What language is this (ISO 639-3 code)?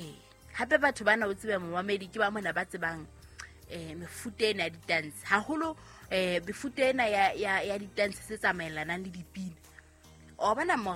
sot